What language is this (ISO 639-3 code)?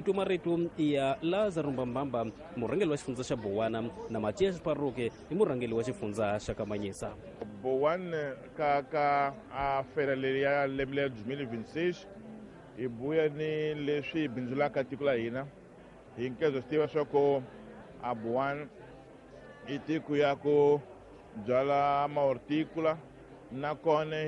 tso